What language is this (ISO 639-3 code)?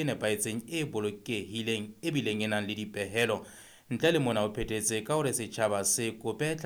sot